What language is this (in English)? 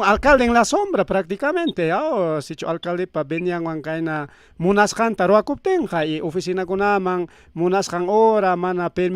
Ayacucho Quechua